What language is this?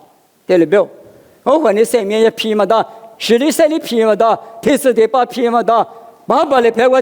Lisu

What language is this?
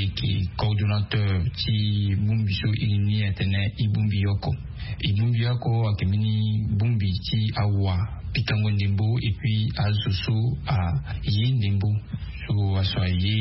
Sango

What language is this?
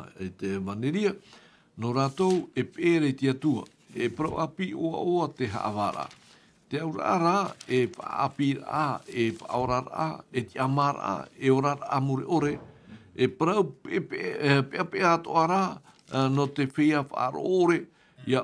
Tahitian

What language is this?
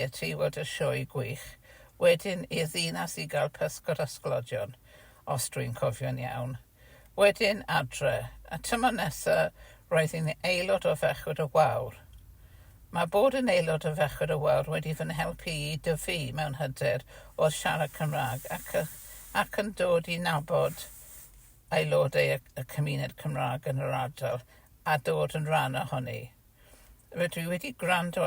Welsh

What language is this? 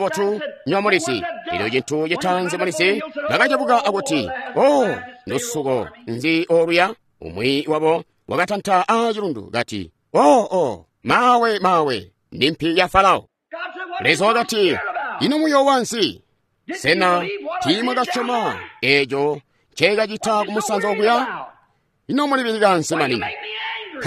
Tonga (Zambia)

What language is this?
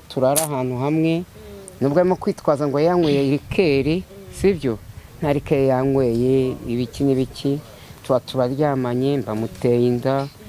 Kinyarwanda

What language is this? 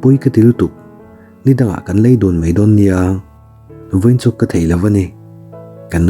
Mizo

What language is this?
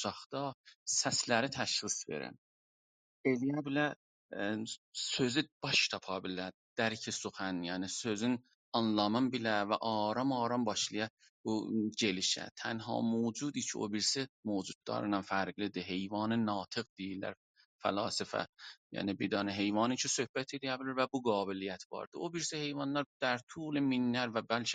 South Azerbaijani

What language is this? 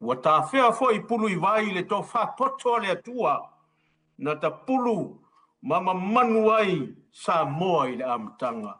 Samoan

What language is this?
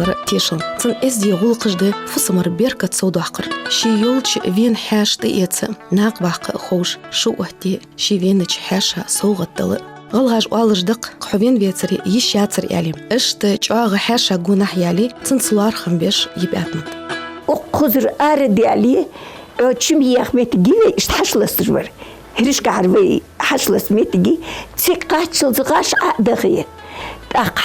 Ingush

